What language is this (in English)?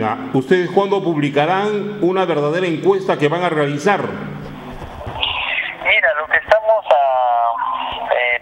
Spanish